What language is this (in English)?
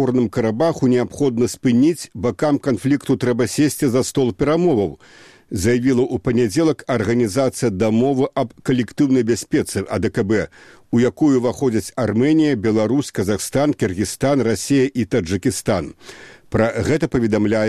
Belarusian